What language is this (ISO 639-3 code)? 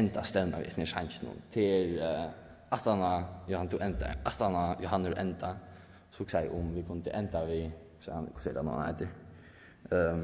fao